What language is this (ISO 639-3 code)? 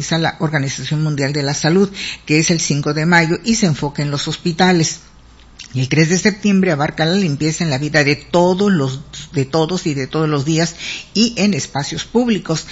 spa